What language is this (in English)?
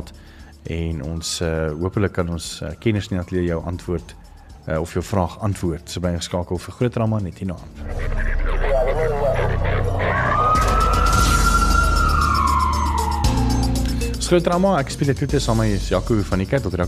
Afrikaans